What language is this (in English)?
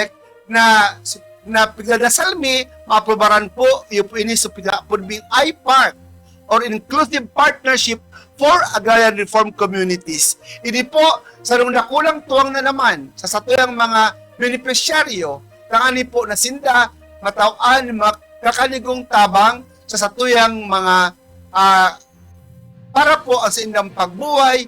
Bikol